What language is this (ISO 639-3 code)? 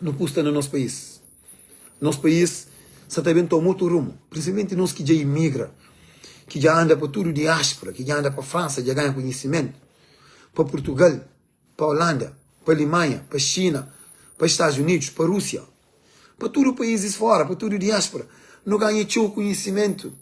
kea